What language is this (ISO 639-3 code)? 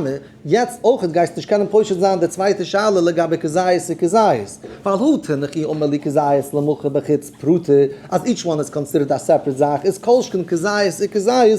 yid